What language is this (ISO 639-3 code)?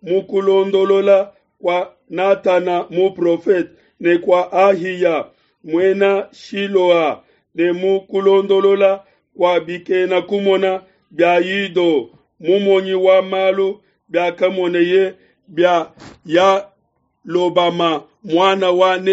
lua